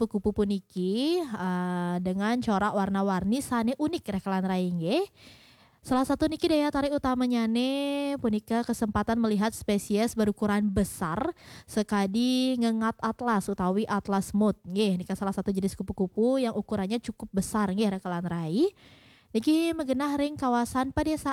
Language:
Balinese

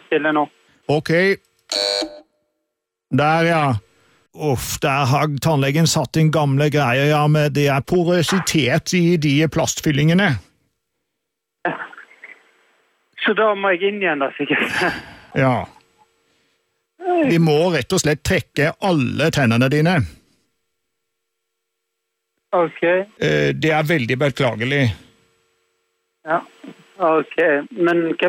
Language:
Norwegian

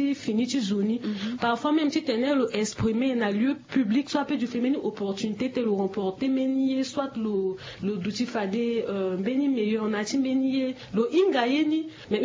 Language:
Sango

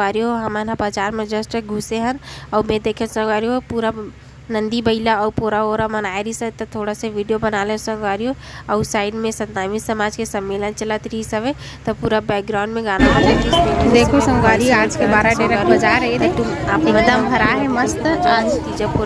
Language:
Chhattisgarhi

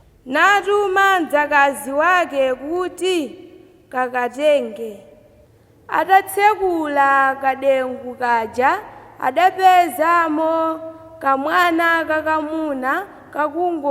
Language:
Nyanja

